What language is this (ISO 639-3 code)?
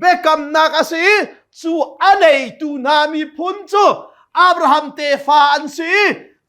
cnh